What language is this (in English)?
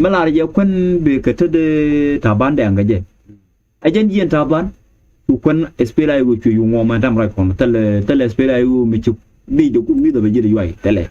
Nuer